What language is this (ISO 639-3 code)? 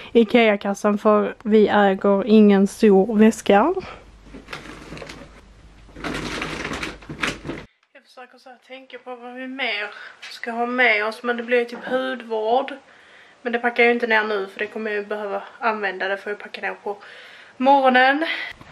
swe